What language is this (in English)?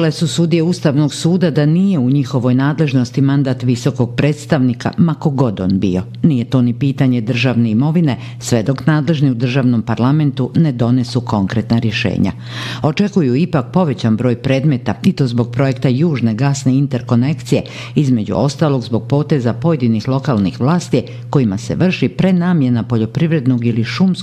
Bosnian